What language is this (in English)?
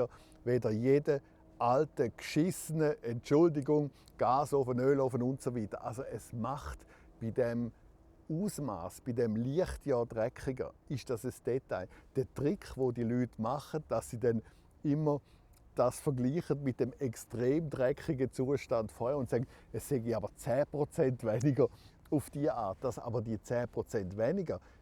Romansh